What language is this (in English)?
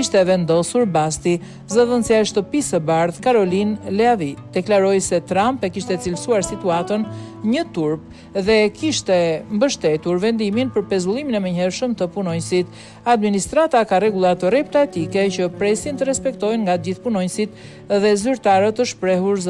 Albanian